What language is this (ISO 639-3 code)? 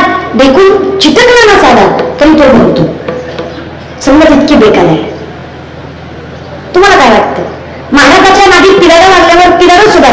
mar